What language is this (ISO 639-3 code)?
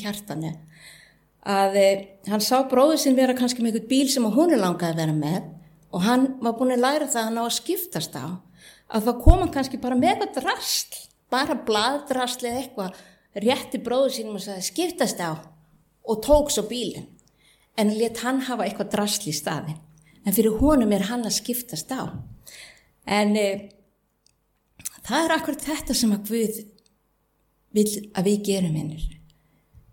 isl